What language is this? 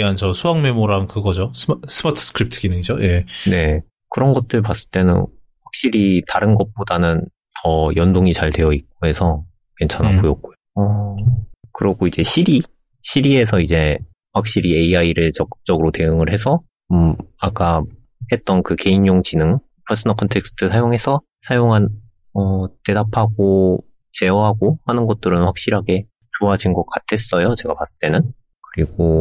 Korean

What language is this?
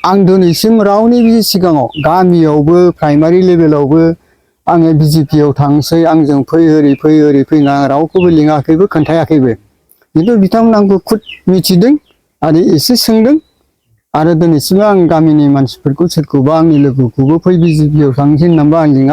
Bodo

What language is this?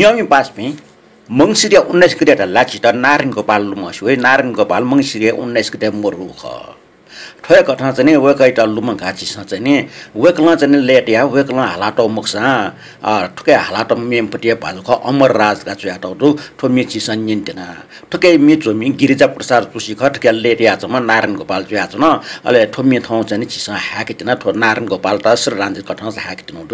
Newari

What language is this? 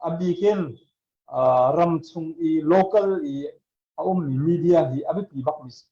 Hakha Chin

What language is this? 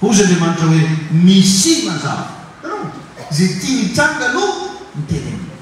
Malagasy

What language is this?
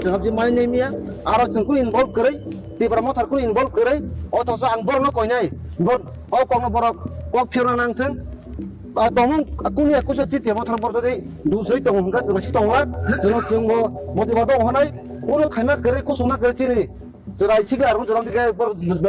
Kok Borok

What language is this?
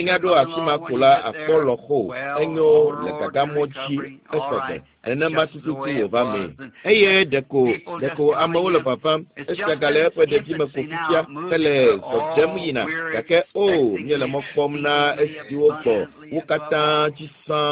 Ewe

